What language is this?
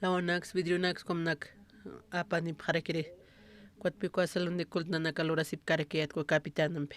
Aymara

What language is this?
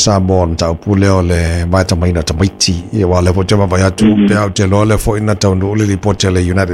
Samoan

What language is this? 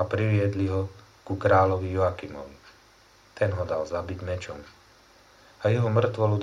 Slovak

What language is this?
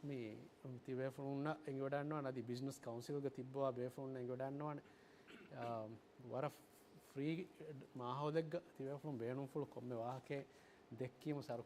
Divehi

